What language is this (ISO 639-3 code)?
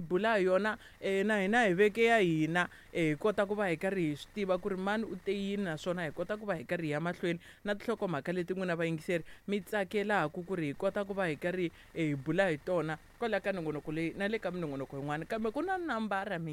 tso